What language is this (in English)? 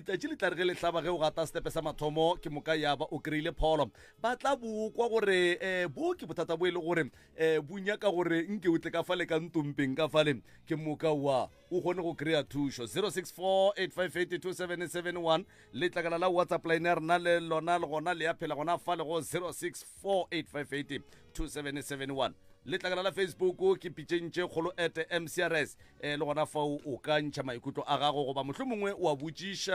Northern Sotho